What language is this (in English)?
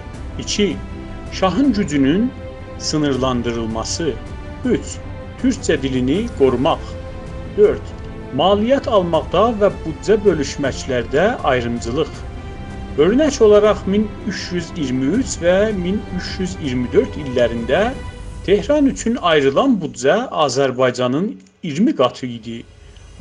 South Azerbaijani